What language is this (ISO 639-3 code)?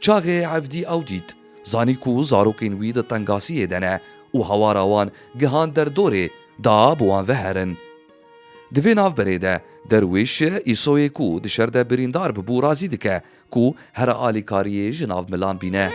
kur